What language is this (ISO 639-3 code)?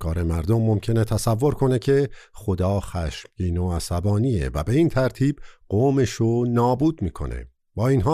fas